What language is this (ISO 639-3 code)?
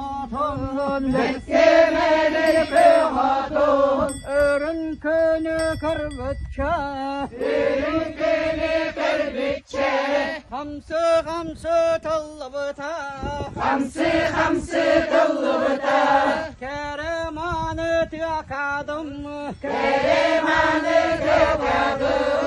sah